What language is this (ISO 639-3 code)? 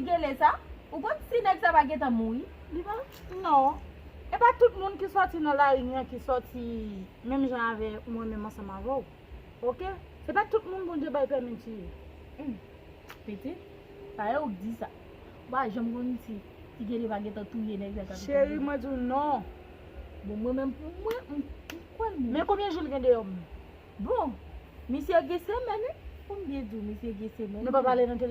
hat